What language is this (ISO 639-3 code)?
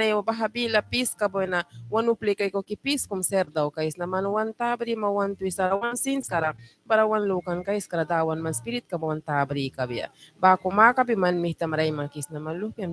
miq